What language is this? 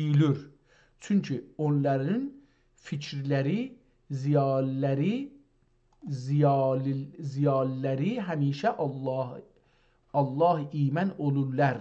South Azerbaijani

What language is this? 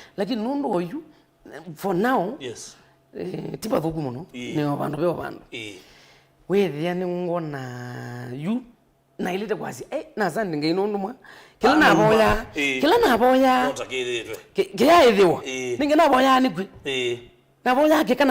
Kamba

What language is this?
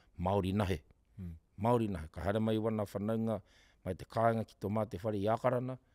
Māori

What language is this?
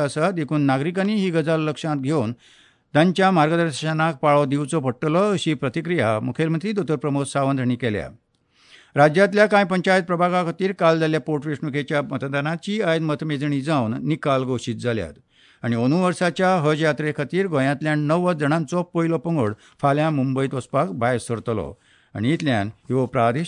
Konkani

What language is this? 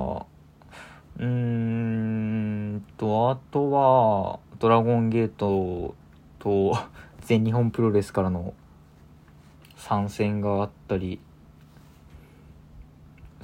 Japanese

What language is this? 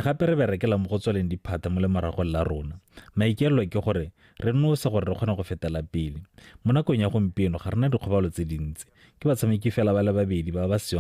Tswana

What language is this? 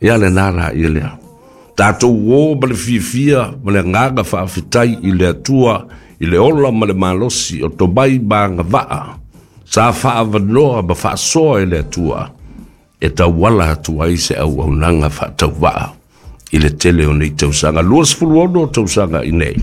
Samoan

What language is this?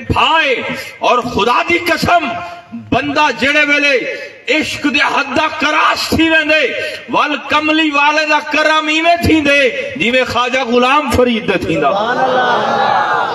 Saraiki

